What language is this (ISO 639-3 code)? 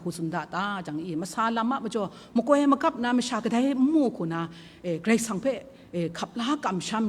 kac